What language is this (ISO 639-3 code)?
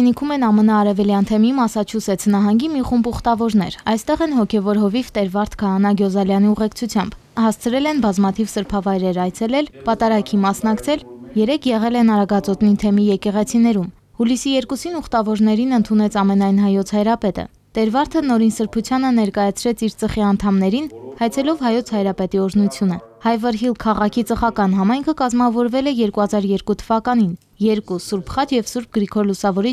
hye